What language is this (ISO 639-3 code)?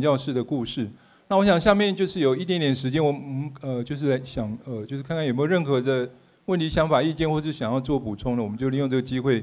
zho